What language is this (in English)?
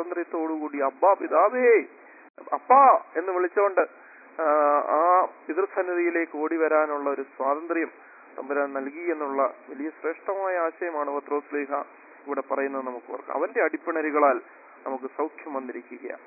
Malayalam